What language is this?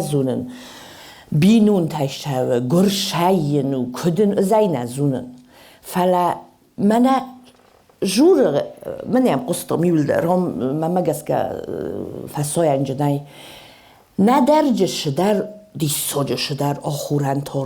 Ossetic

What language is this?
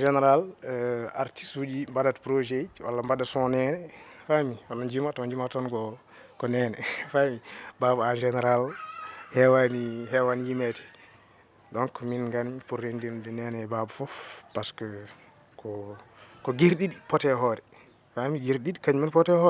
Fula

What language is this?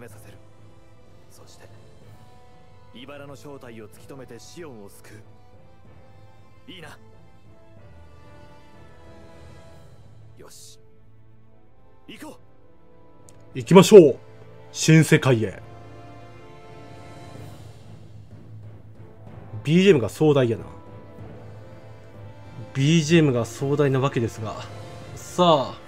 Japanese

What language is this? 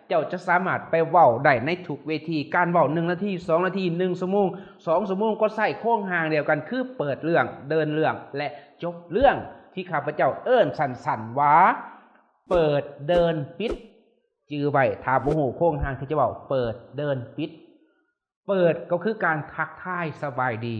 Lao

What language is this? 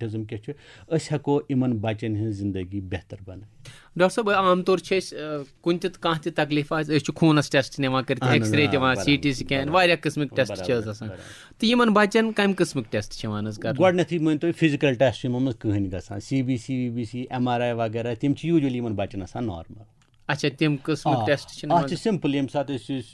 Kashmiri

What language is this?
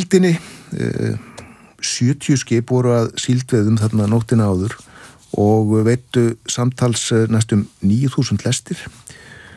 Icelandic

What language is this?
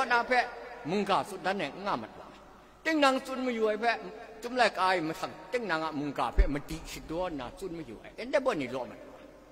Kachin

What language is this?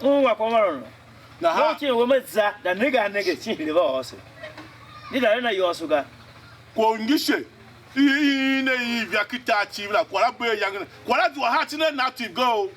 Tiv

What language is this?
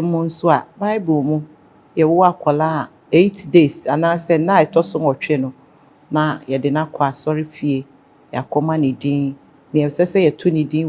Akan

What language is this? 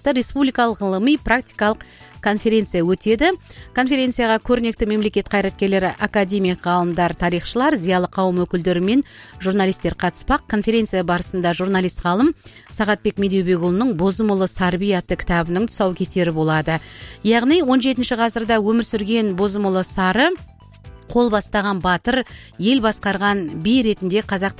Kazakh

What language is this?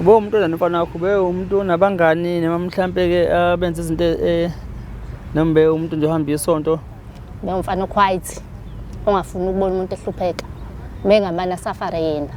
Zulu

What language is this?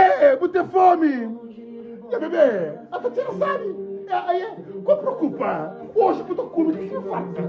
Kabuverdianu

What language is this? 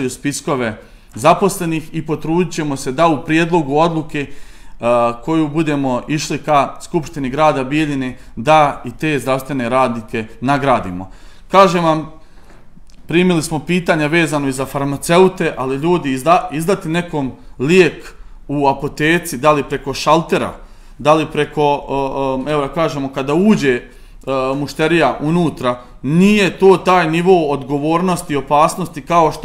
Serbian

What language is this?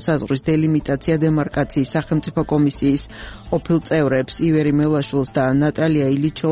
Georgian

